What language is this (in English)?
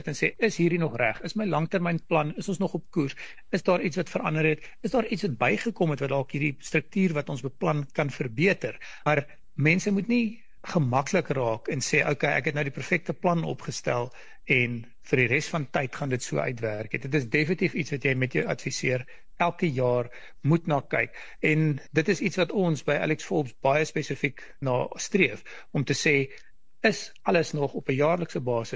Afrikaans